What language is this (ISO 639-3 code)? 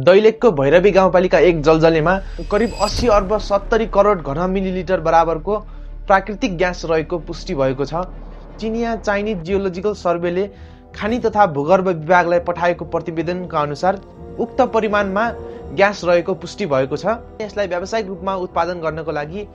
nep